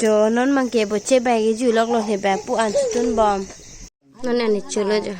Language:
Karbi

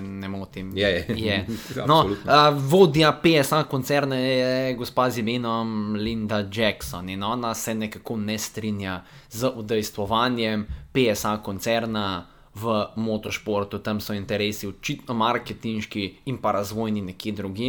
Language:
Slovenian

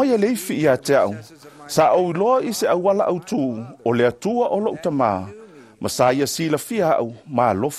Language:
Samoan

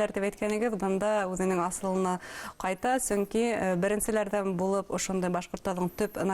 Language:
Bashkir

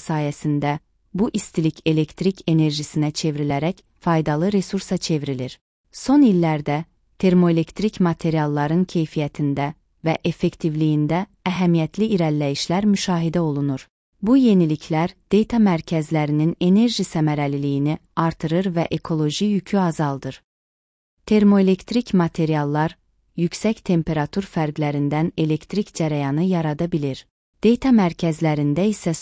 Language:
Azerbaijani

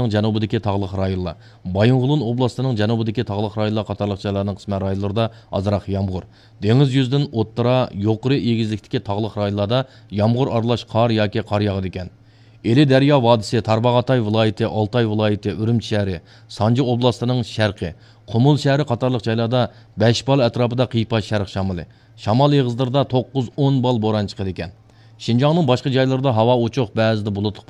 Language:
Uyghur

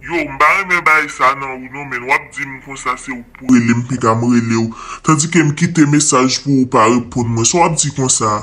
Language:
Haitian Creole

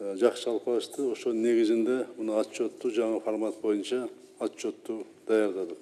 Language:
Kyrgyz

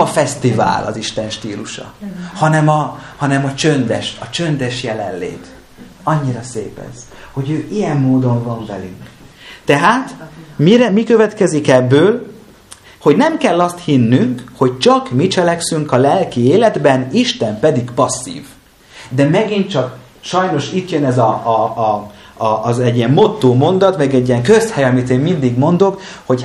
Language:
Hungarian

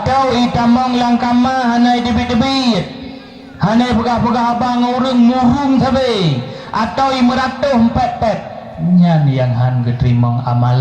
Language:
Achinese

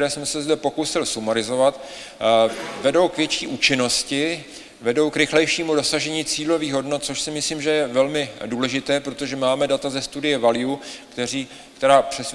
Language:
Czech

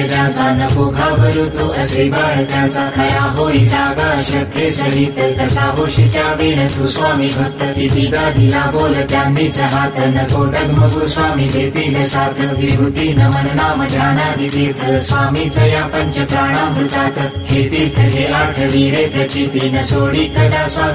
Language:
Marathi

